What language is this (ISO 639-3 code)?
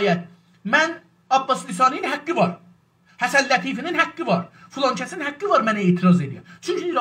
azb